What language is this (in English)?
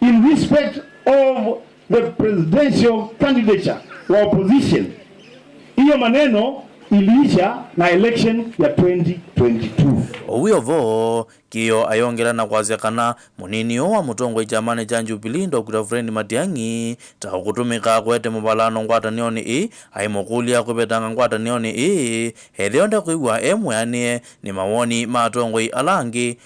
Kamba